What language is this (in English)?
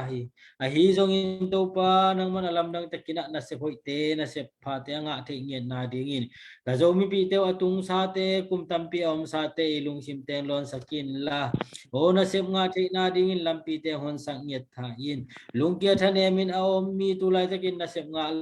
Tedim Chin